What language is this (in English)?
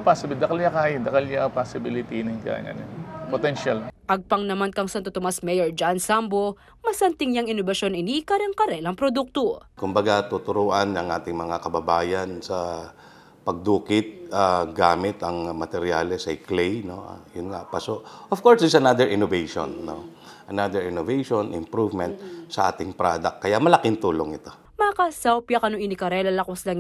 Pampanga